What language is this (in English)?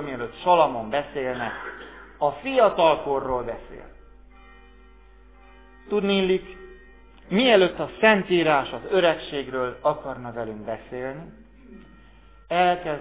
Hungarian